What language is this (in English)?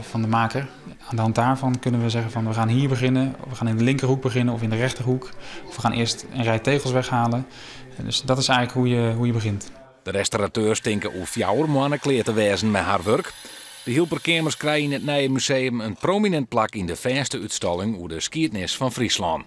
Western Frisian